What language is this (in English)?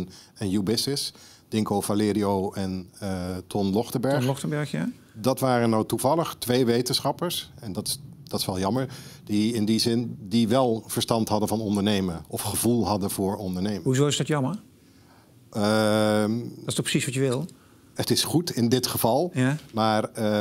Dutch